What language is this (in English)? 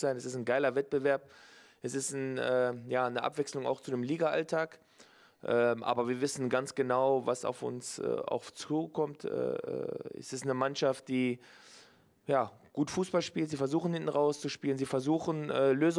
German